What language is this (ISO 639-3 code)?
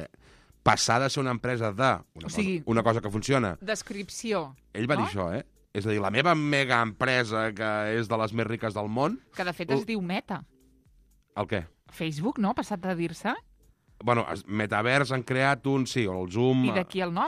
cat